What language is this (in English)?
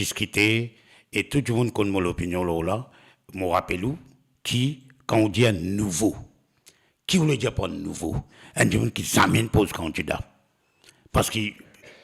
Morisyen